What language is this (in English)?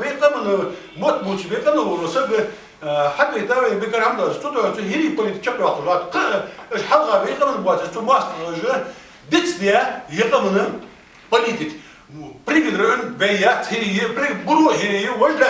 Ingush